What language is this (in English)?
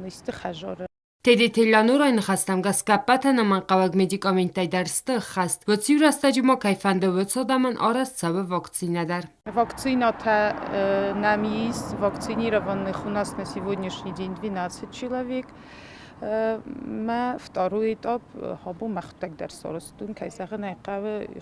Ossetic